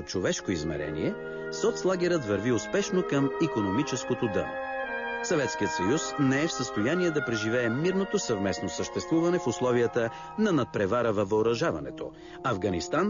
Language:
Bulgarian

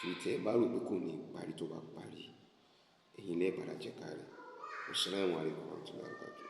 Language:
Yoruba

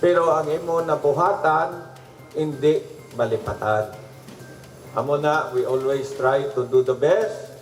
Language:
Hiligaynon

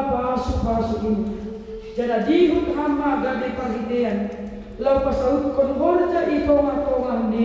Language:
Batak Simalungun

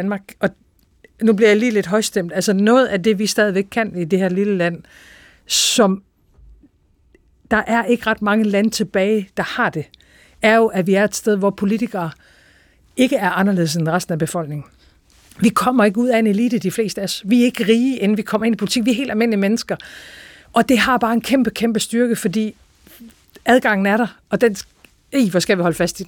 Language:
Danish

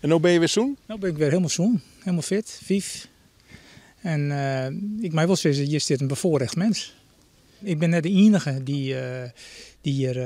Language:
Western Frisian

